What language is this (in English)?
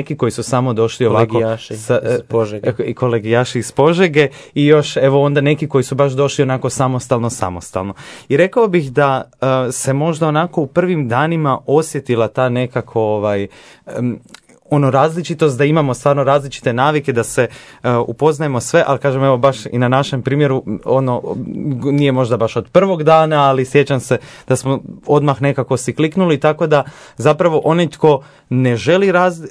Croatian